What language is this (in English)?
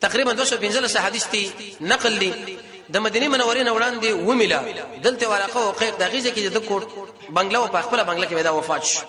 Pashto